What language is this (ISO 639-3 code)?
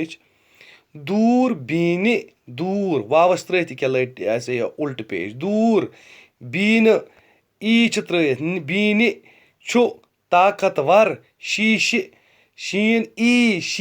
kas